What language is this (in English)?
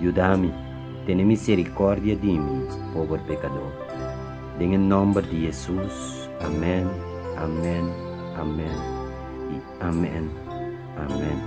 Papiamento